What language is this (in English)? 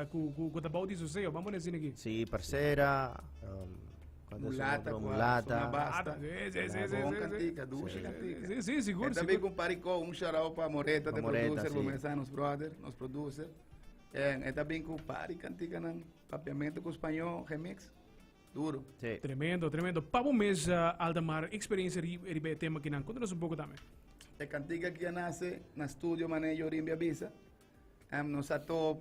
Papiamento